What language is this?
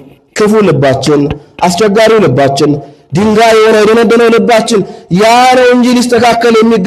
Amharic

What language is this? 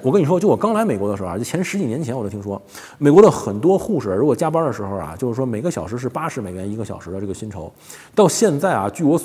Chinese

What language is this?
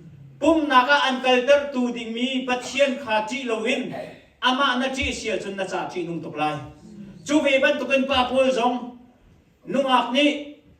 Hakha Chin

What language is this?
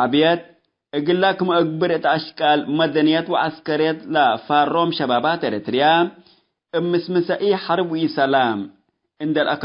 Tigre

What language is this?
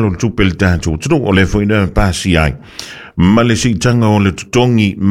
Samoan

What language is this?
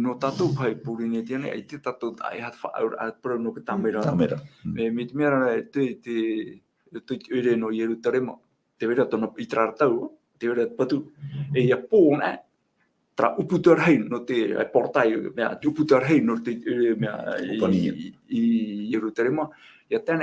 Tahitian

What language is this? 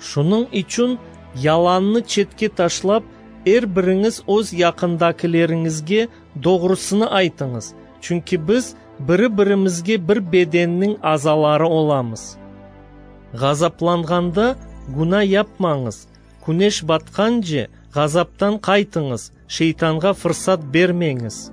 Crimean Tatar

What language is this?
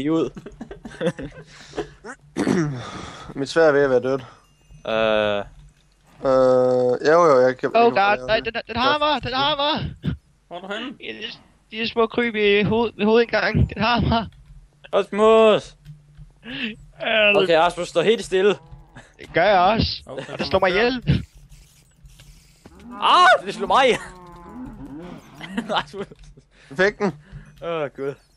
Danish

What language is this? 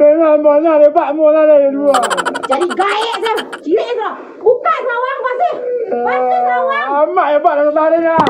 Minangkabau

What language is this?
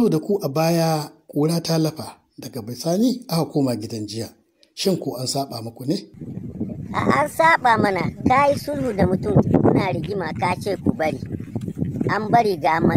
Hausa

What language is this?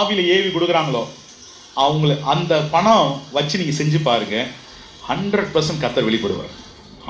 Tamil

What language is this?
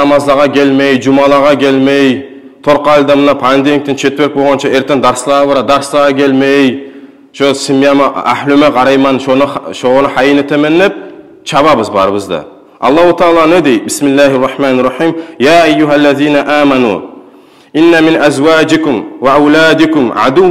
Kumyk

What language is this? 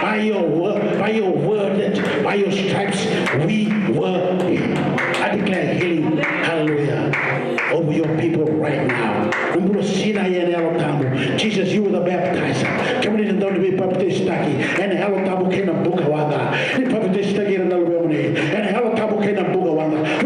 Fijian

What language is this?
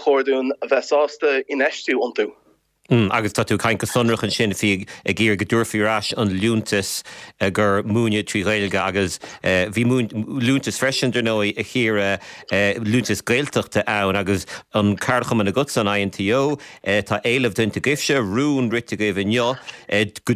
Irish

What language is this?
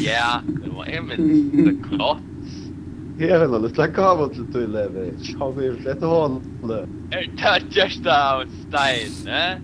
Faroese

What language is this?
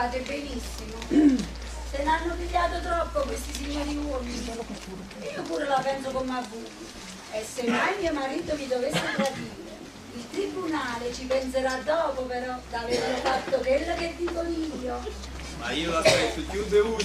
Neapolitan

